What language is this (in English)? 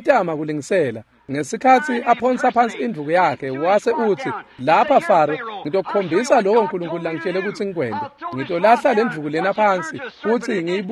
Swati